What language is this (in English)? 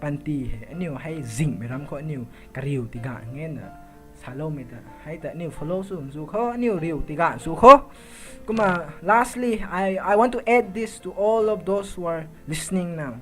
Rongmei Naga